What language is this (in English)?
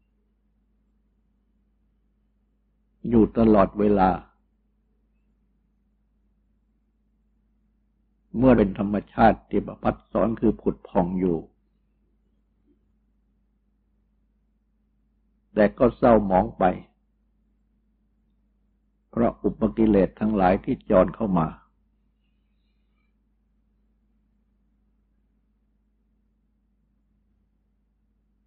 Thai